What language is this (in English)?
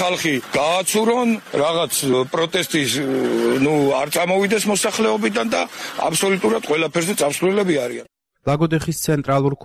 Georgian